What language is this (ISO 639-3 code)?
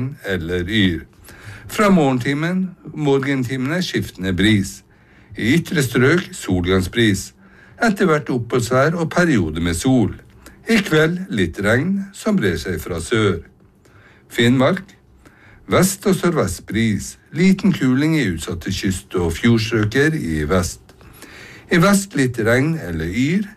nor